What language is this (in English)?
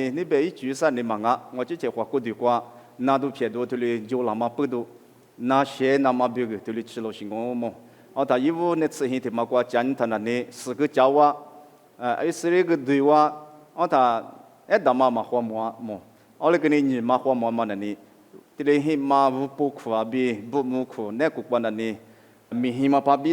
Lisu